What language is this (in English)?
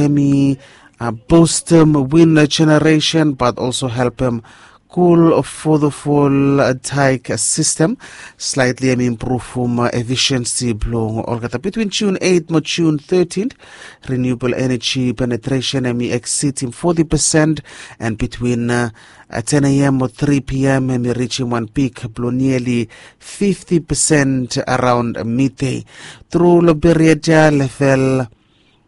Bislama